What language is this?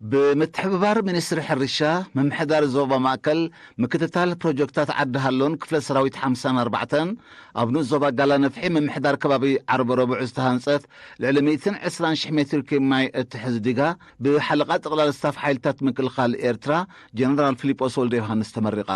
Tigrinya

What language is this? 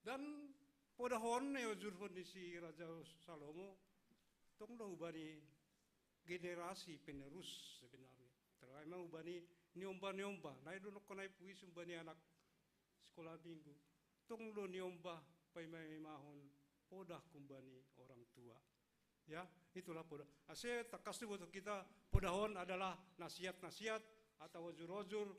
Batak Simalungun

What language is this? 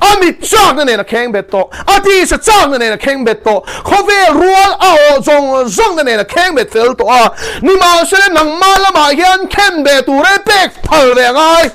Mizo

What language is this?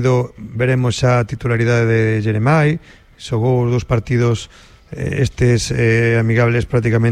Galician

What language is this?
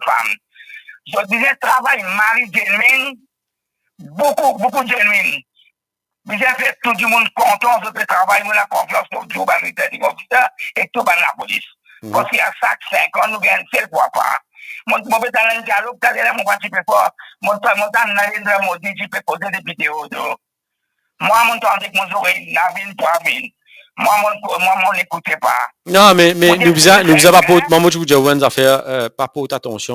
Morisyen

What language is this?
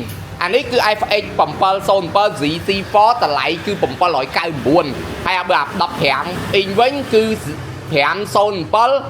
Khmer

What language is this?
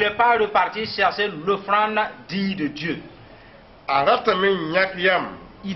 Mossi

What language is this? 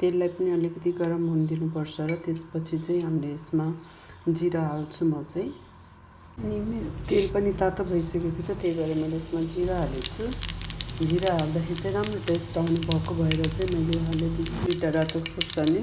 Nepali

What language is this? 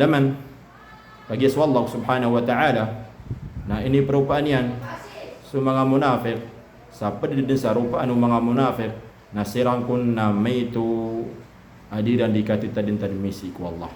Maranao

